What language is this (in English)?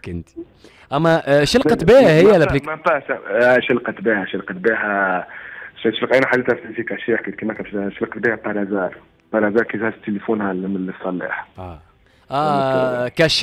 Tunisian Arabic